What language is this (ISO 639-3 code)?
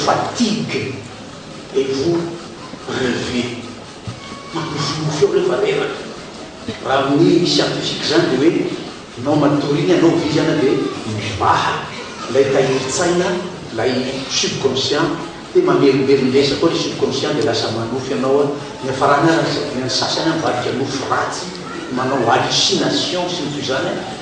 mlg